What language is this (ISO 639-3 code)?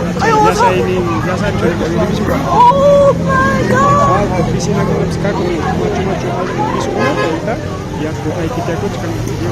quy